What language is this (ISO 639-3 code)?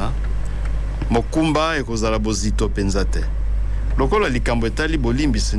lin